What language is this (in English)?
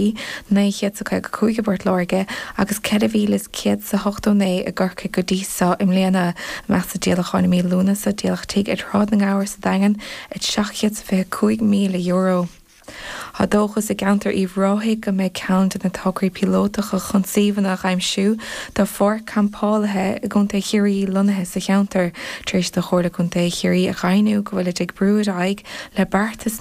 Irish